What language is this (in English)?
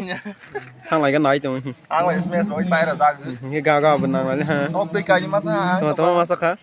Kok Borok